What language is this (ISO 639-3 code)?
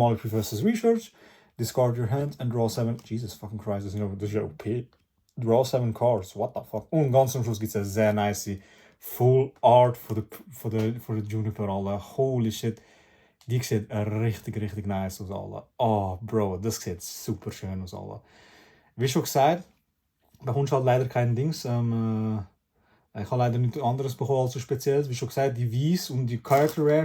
gsw